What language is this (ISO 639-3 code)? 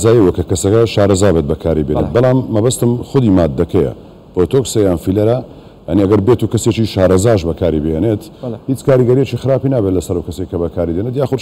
ckb